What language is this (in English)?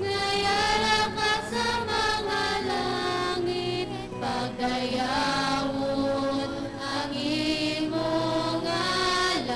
Hiligaynon